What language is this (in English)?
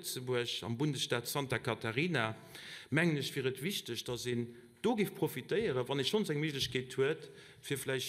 Luxembourgish